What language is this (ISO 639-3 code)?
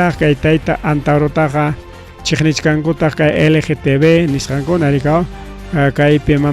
quy